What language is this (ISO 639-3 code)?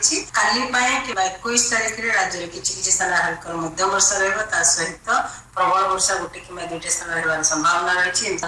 ori